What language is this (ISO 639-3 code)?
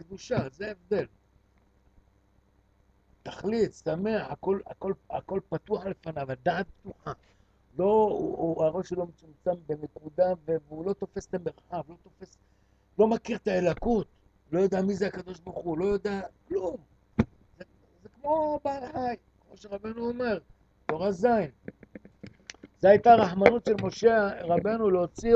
heb